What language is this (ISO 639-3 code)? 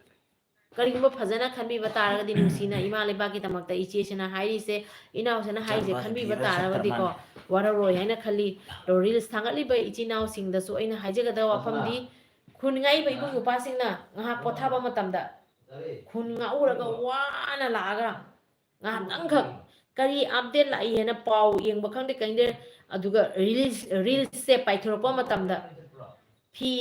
mni